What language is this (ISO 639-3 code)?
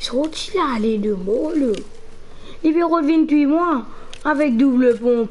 mfe